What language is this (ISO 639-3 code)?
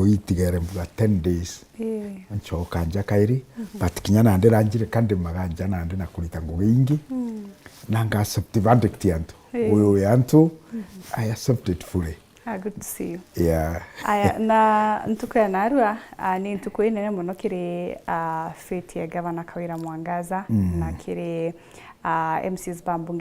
mer